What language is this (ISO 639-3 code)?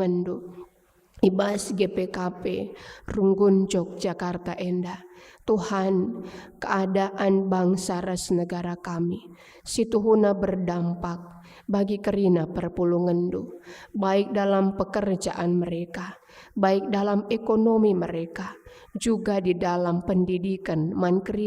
btx